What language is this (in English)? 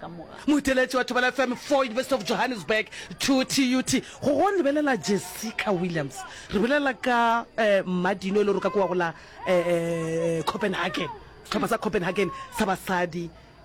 Northern Sotho